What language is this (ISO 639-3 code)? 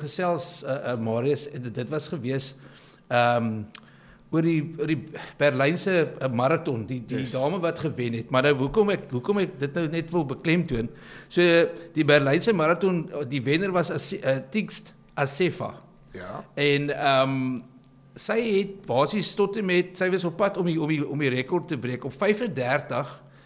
afr